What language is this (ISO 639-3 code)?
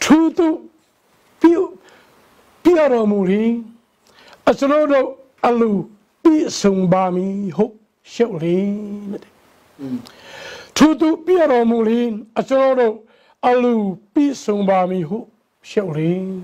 cnh